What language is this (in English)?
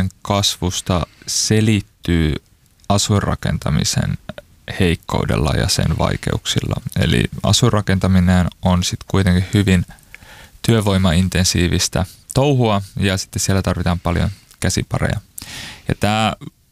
Finnish